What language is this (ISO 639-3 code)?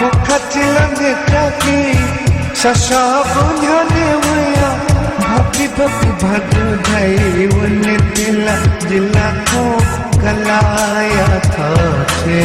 new